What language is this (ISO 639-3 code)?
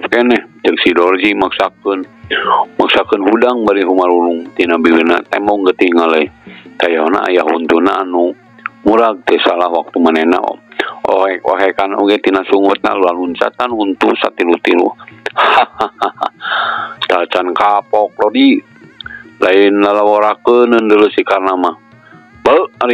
sun